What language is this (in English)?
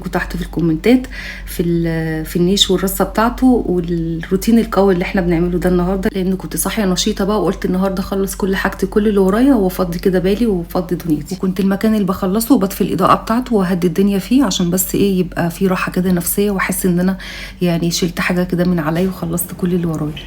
Egyptian Arabic